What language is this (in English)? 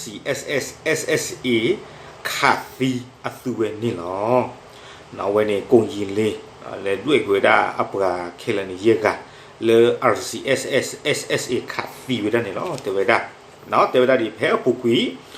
S'gaw Karen